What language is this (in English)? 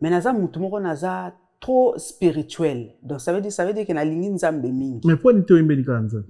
Lingala